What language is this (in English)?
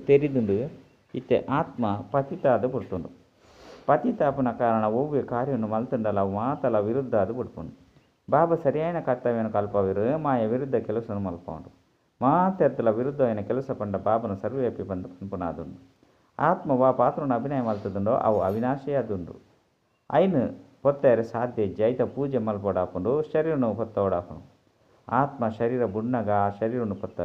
Tulu